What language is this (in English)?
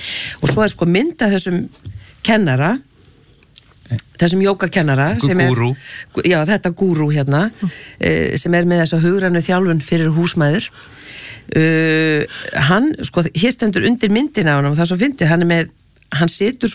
Icelandic